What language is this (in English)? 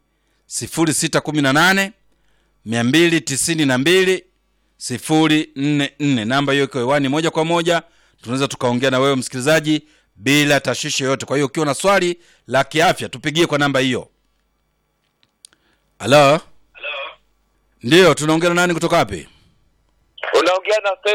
Swahili